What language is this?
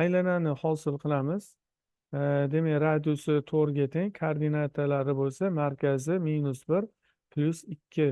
Uzbek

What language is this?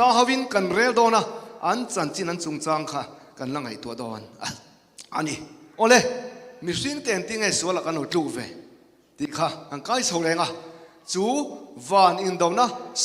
Mizo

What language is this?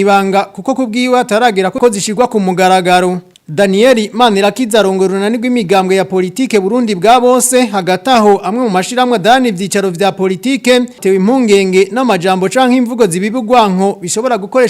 Rundi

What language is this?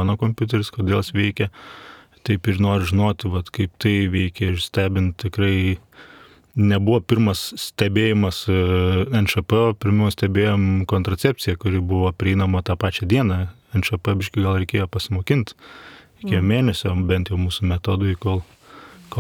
Lithuanian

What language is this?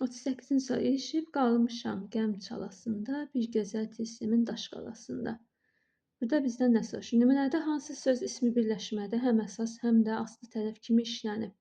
Azerbaijani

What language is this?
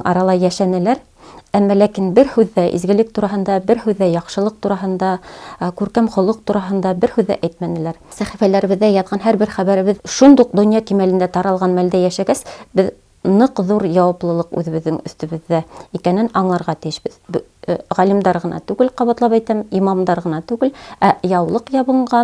Bashkir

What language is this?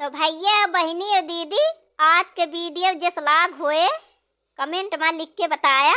Awadhi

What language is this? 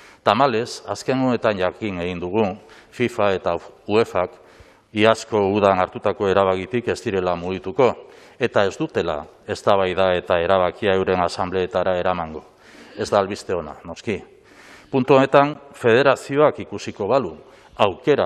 Basque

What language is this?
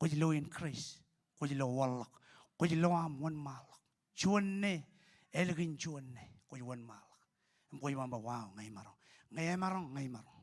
Marshallese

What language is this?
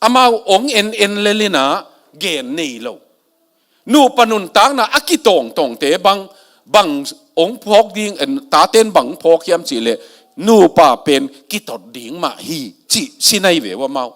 Tedim Chin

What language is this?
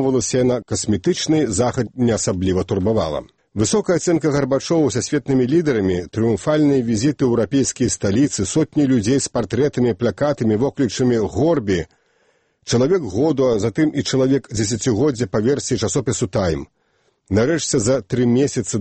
Belarusian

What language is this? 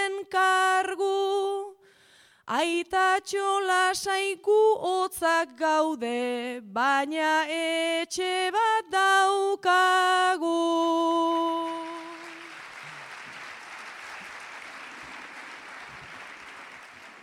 Basque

